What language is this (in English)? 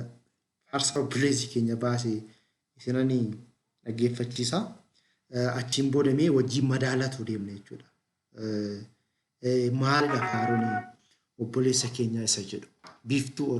Oromo